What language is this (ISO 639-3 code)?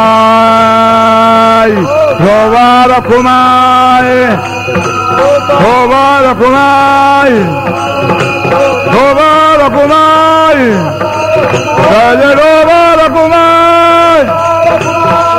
mar